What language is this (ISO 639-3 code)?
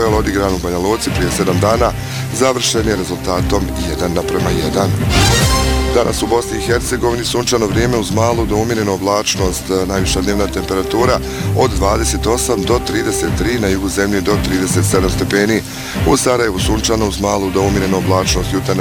bos